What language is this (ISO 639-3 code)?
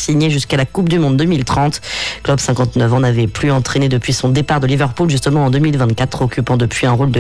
fra